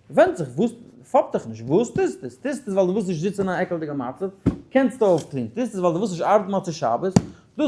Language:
Yiddish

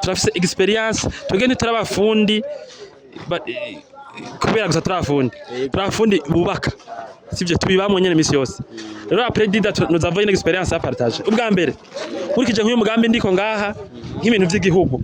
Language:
Rundi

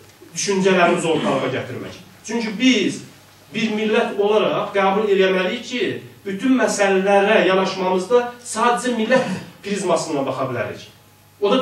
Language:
South Azerbaijani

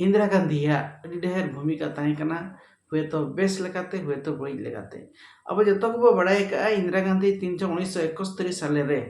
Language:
Santali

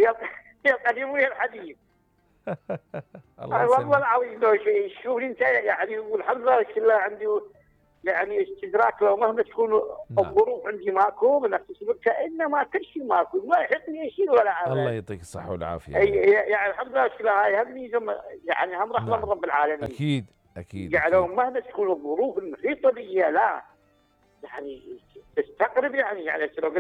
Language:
Mesopotamian Arabic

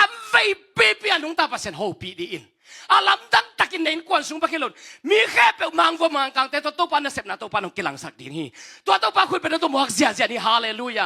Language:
Tedim Chin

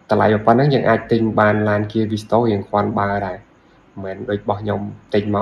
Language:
Khmer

